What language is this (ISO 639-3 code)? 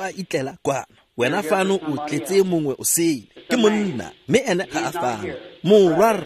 tsn